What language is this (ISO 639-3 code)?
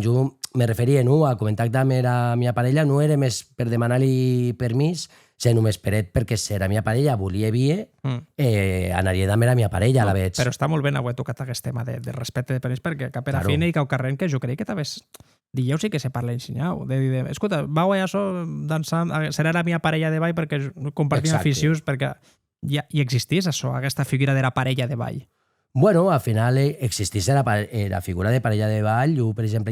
oci